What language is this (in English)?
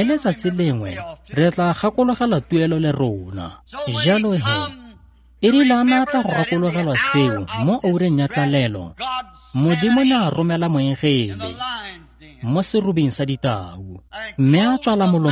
Tswana